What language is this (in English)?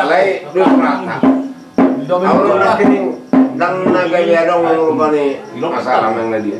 Batak Toba